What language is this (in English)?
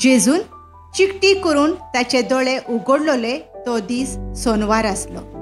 Konkani